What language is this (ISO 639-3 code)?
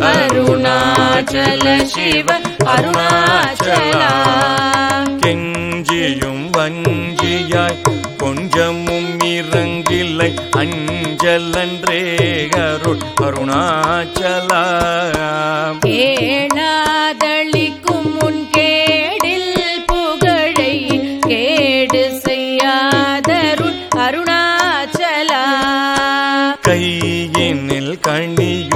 tam